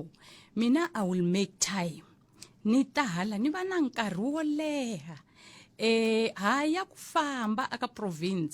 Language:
Tsonga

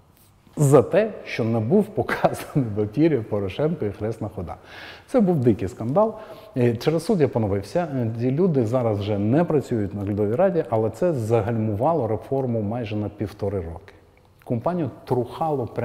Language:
Ukrainian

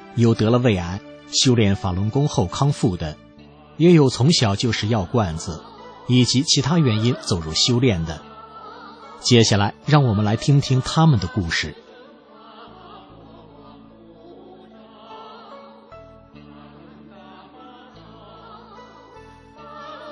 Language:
Chinese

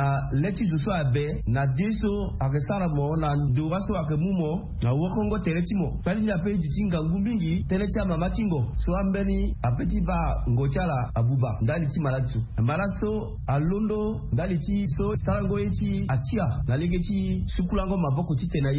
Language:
Sango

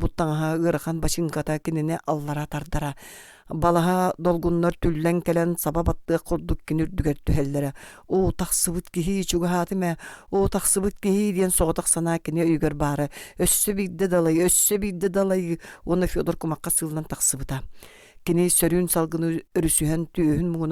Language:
Yakut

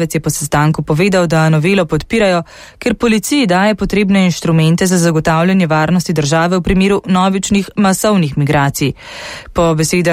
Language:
Slovenian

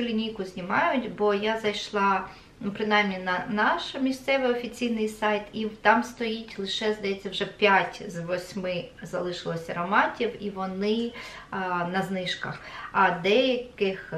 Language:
Ukrainian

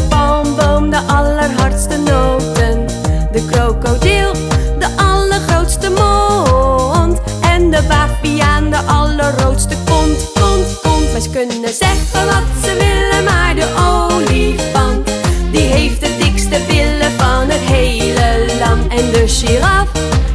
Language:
Dutch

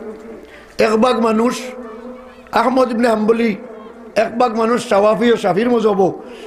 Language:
Sylheti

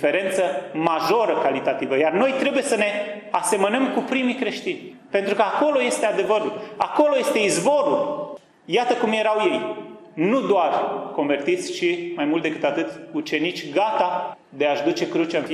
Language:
Romanian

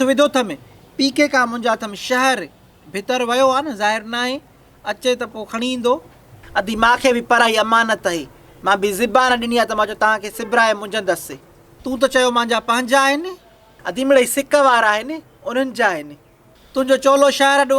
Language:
Sindhi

